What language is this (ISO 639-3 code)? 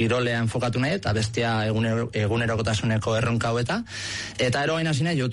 eus